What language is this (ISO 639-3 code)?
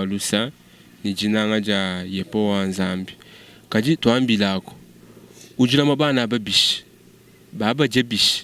lua